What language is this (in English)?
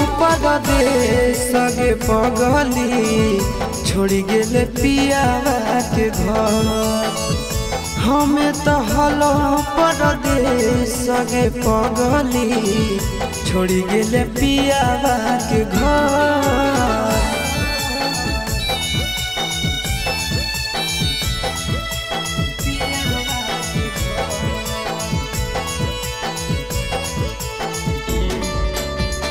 Magahi